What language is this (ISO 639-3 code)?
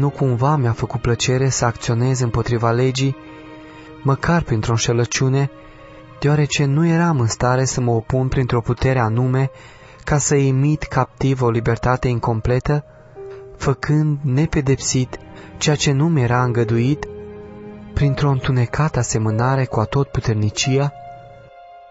ron